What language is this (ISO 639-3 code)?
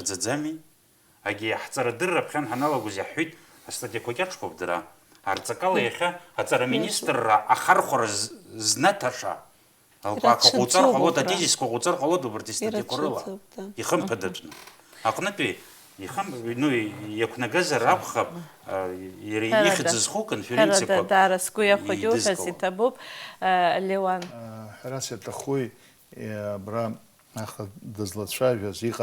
abk